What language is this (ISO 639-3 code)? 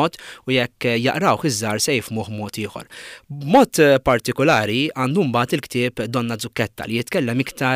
mlt